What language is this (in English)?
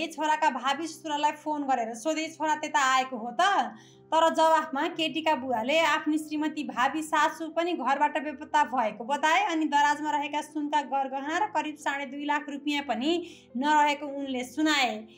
Nepali